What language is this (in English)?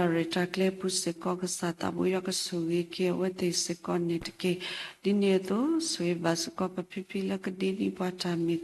S'gaw Karen